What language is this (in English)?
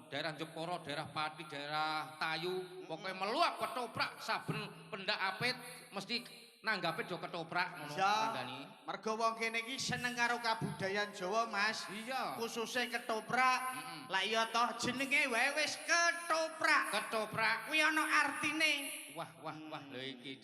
Javanese